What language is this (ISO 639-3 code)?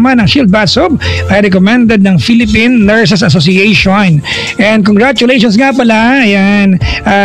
fil